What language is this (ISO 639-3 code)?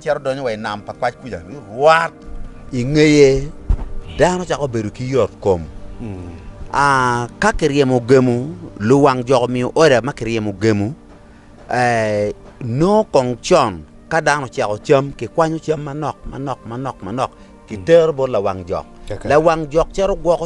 ach